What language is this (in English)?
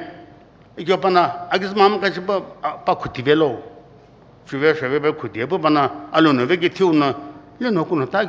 Sumi Naga